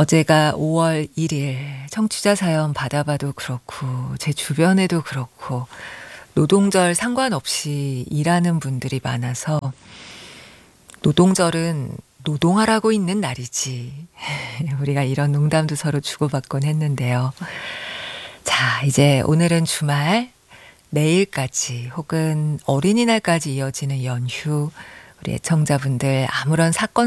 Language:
Korean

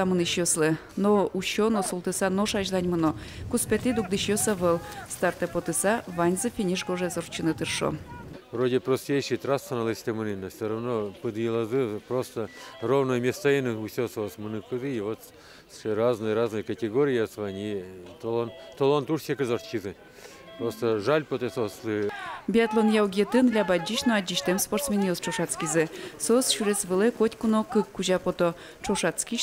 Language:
Udmurt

